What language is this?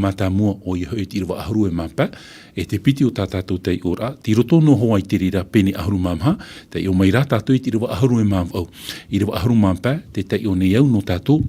Tahitian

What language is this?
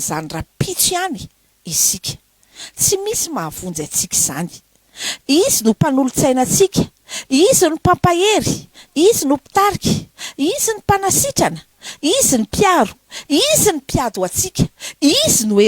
Malagasy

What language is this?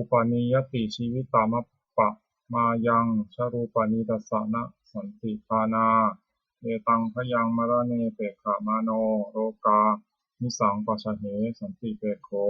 Pali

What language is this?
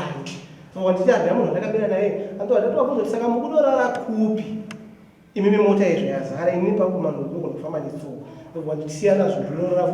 Shona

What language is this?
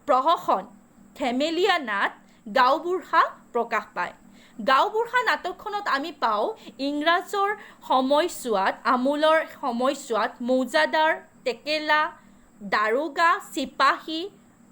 Assamese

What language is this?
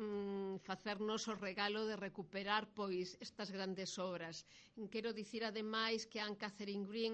Galician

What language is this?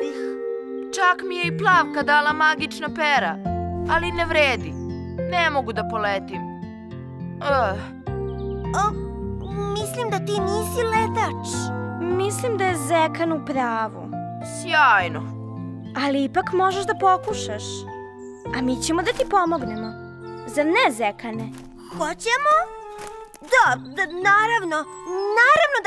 Serbian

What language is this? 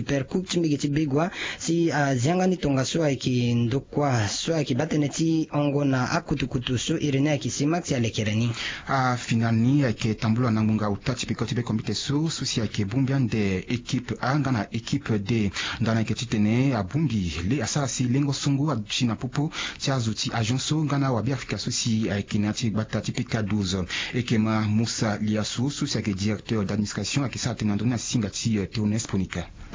Sango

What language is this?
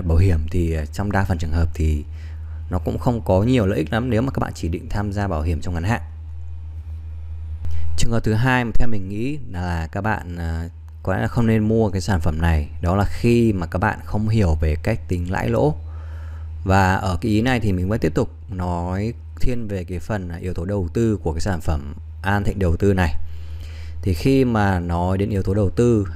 Vietnamese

